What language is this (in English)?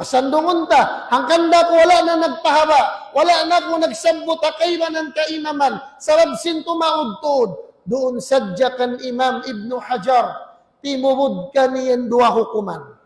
Tausug